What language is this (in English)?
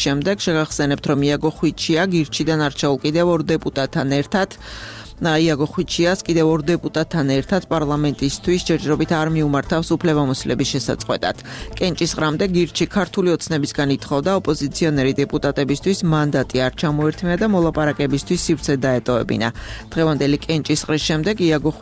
Georgian